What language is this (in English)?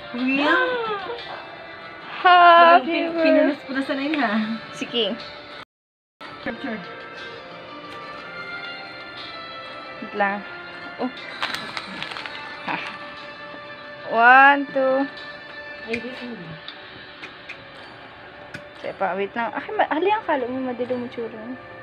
Filipino